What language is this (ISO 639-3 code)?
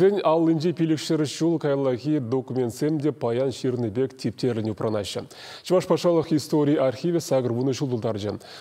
chv